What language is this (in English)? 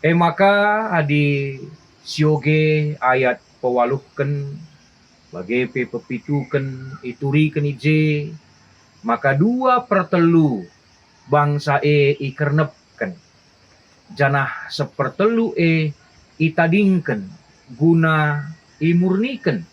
Batak Karo